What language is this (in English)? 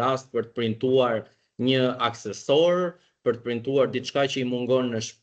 Albanian